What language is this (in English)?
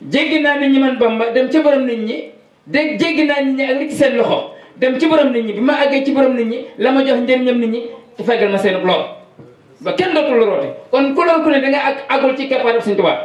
Wolof